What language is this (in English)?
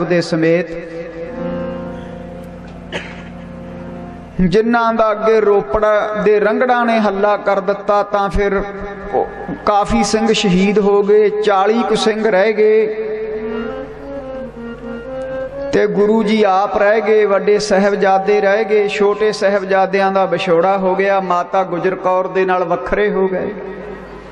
Punjabi